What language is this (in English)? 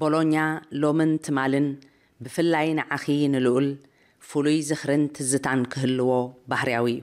Tigrinya